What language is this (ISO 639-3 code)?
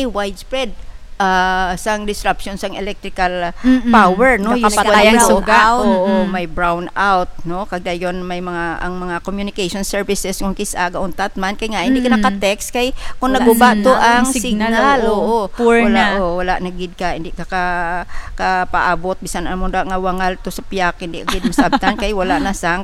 hil